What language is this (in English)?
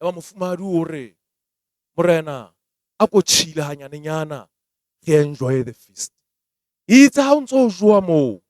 Southern Sotho